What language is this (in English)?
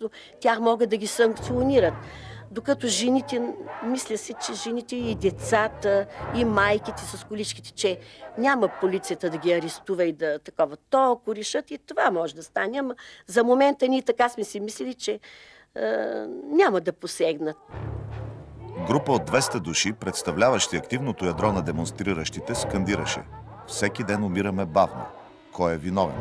Bulgarian